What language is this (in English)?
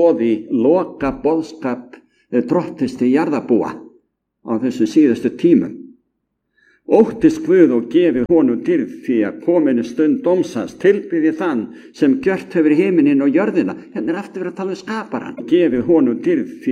Icelandic